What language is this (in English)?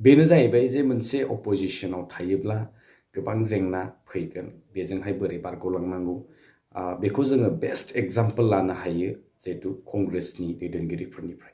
Bodo